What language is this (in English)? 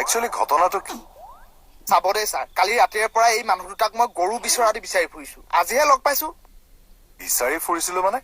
Assamese